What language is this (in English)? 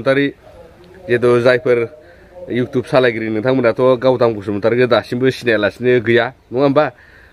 Bodo